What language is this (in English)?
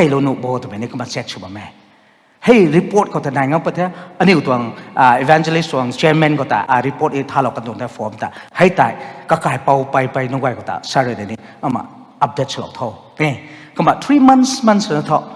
Rongmei Naga